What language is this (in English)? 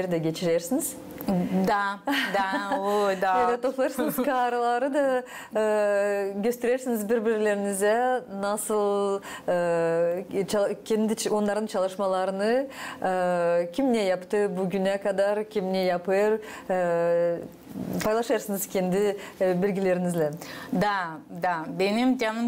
Gagauz